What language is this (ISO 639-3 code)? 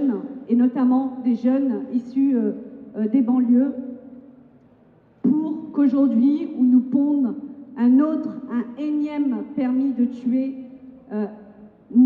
fra